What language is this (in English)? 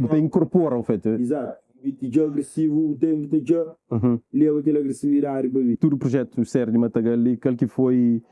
Kabuverdianu